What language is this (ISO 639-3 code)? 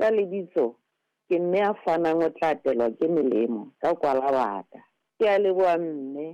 sot